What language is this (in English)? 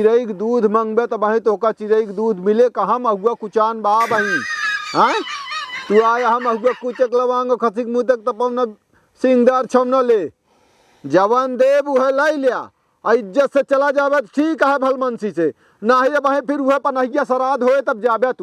Awadhi